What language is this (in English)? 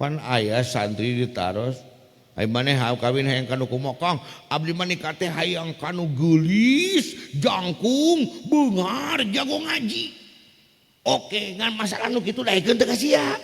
Sundanese